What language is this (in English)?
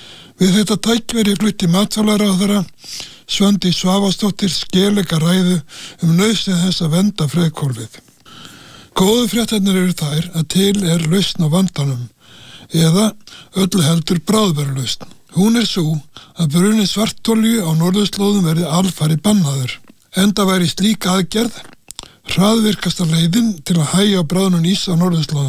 Icelandic